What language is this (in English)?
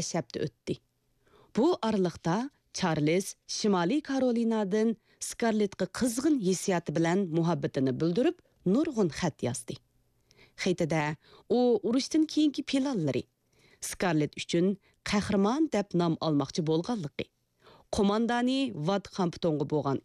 Uyghur